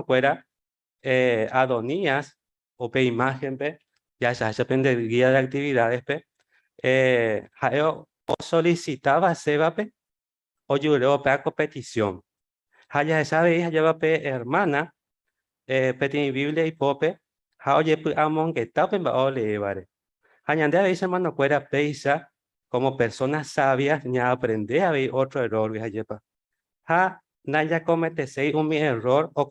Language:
Guarani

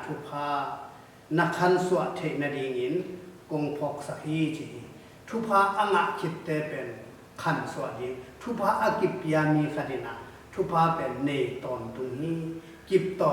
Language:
Tedim Chin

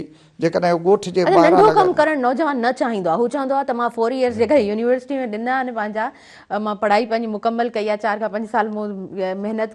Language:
Sindhi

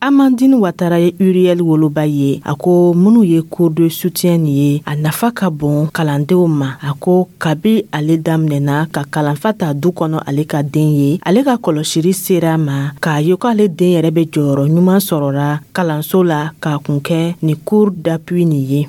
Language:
Dyula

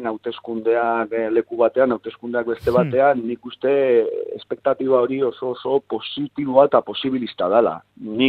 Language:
Basque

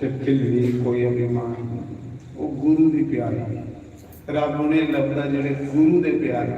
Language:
Dogri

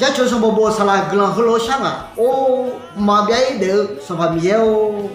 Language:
Akha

